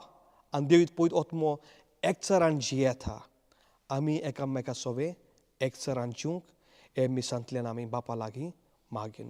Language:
Konkani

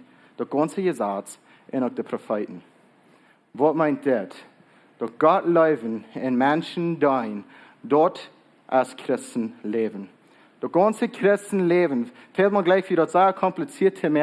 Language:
Plautdietsch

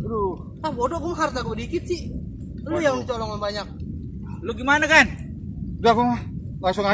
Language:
Betawi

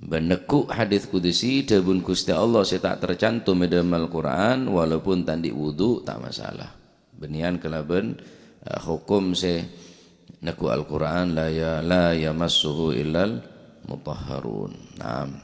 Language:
Madurese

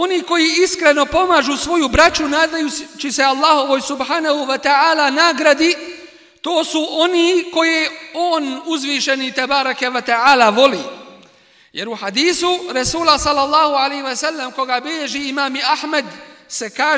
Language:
Bosnian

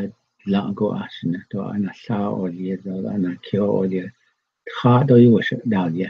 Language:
Navajo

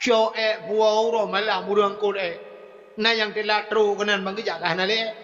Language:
Achinese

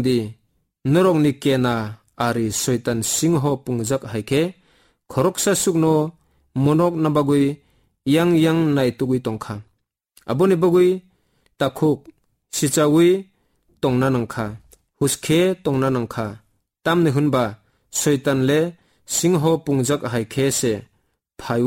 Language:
Kok Borok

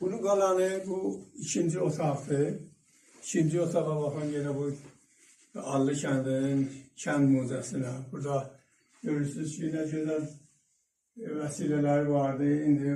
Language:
Azerbaijani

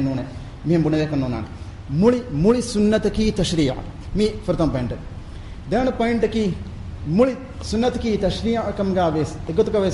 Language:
Divehi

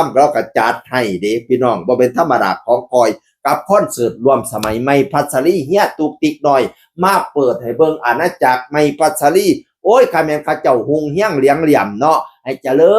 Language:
Northeastern Thai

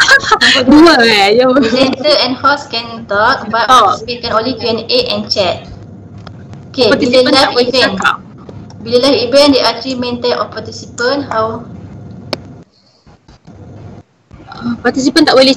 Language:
Malay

